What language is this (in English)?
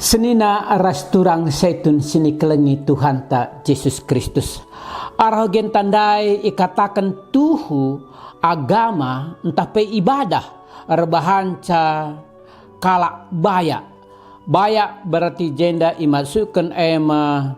Batak Karo